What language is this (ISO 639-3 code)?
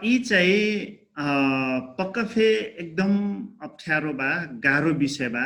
thl